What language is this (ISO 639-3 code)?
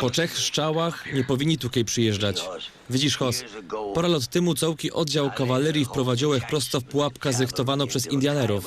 szl